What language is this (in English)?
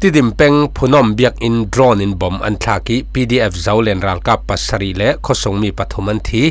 Falam Chin